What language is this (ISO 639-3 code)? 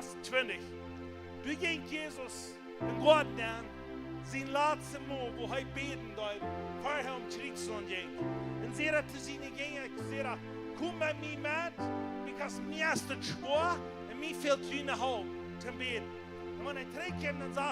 pdt